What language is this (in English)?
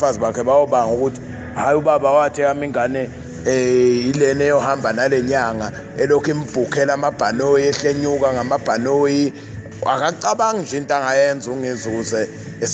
Zulu